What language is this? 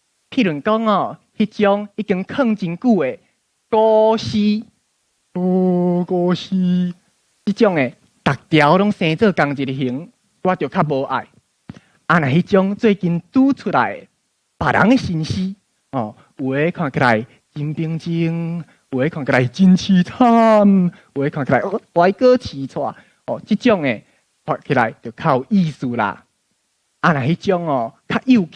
Min Nan Chinese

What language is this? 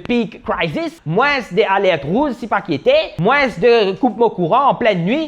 Morisyen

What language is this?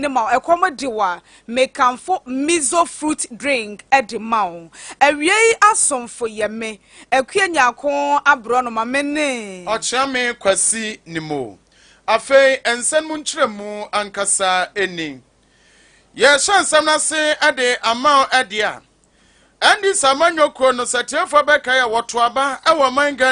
Akan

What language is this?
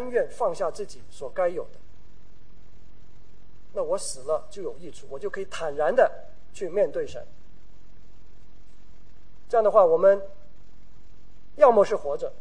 Chinese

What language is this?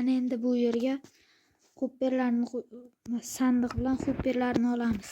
Uzbek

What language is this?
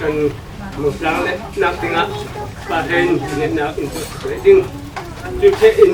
Falam Chin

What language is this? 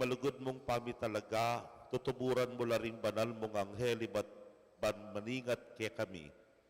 Pampanga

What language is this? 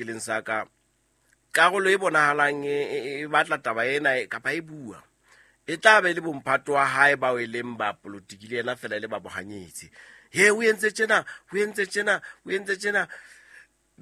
Southern Sotho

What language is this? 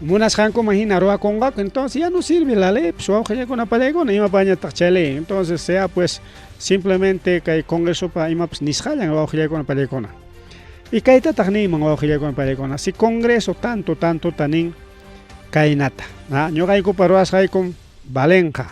Ayacucho Quechua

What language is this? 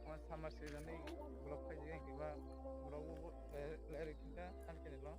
Kok Borok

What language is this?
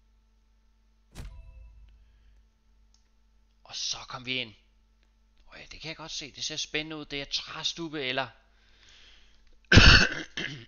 Danish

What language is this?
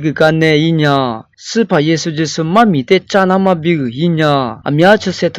Lisu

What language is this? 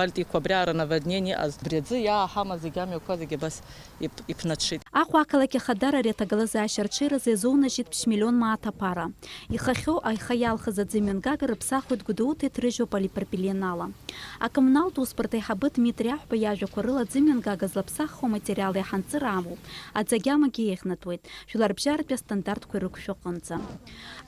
Abkhazian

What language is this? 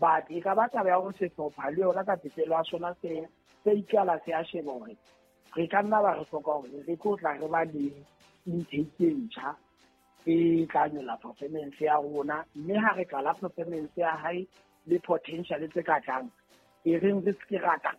Southern Sotho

